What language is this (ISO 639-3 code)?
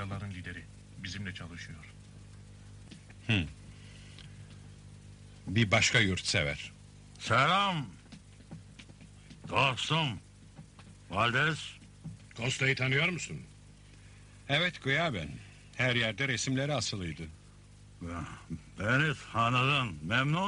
tur